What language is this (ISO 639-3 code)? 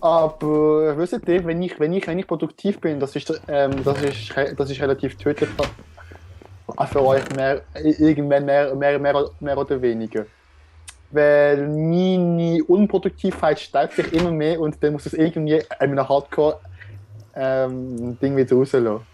gsw